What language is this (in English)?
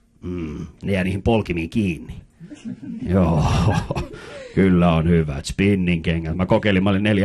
Finnish